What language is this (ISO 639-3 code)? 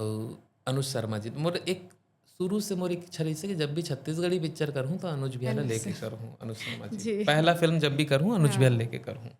hne